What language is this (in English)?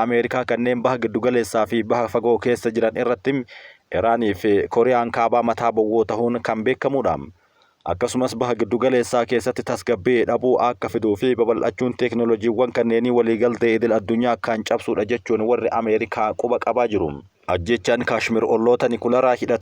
Oromo